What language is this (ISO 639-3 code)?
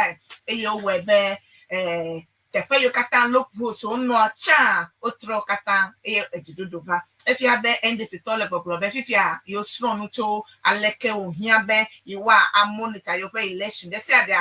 ewe